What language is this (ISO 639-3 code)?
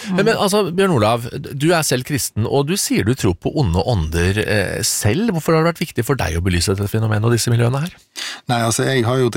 nor